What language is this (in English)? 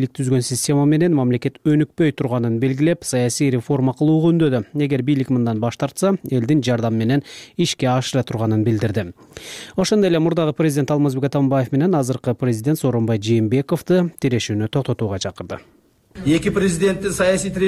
Kyrgyz